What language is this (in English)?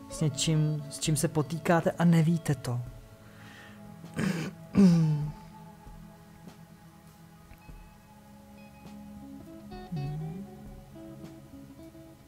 Czech